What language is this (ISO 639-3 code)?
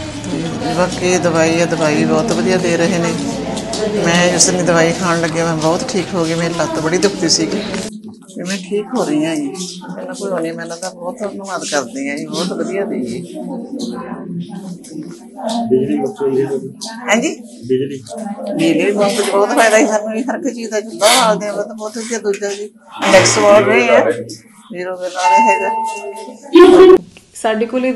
pan